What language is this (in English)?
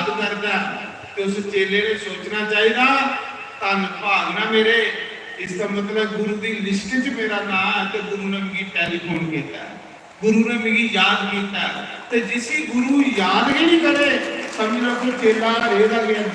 Dogri